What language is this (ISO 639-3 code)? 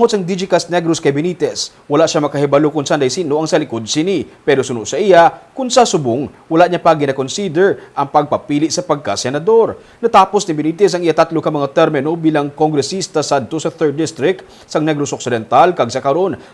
hil